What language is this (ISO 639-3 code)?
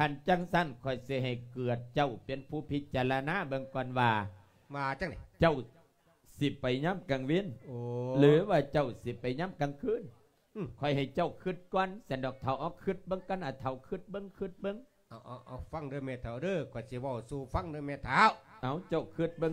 lao